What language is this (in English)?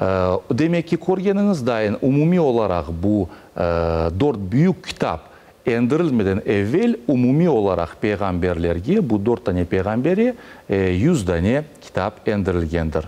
Crimean Tatar